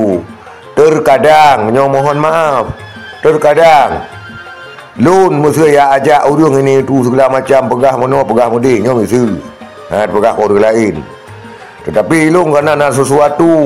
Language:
Achinese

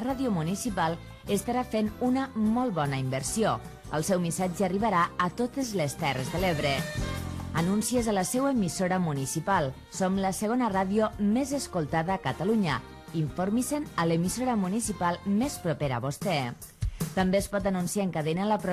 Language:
Catalan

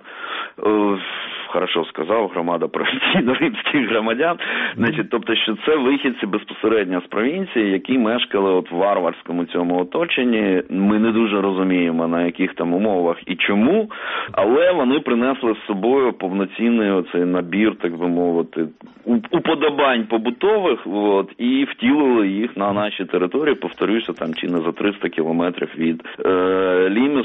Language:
Ukrainian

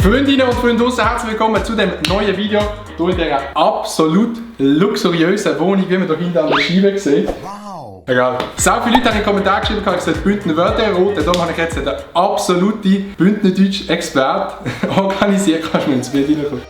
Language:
Swiss German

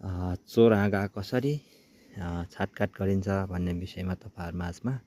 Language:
Nepali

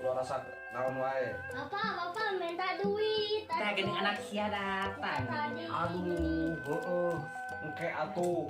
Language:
Sundanese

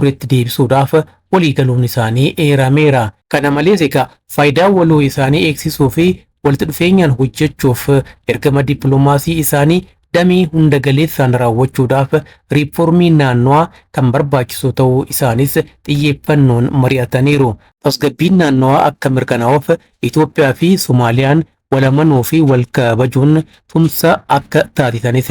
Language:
Oromo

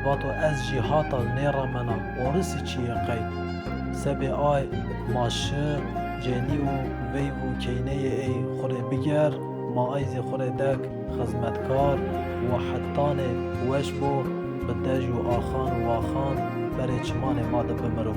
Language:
Zaza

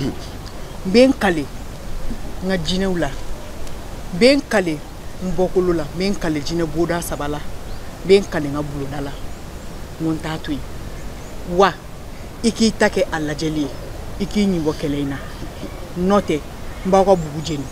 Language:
Bambara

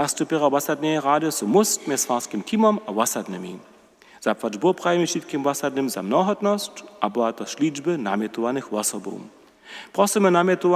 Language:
Upper Sorbian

